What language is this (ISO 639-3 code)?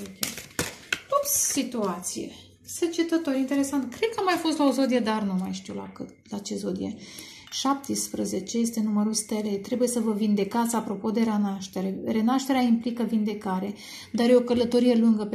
ron